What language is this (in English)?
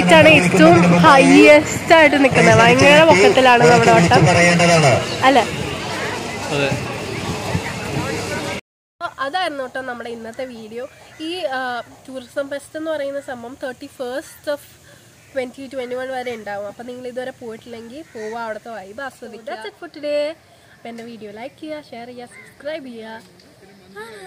Malayalam